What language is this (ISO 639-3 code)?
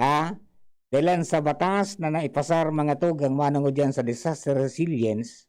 bik